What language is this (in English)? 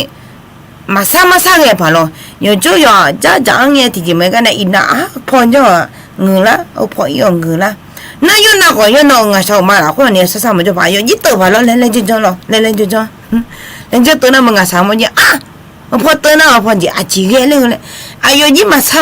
Akha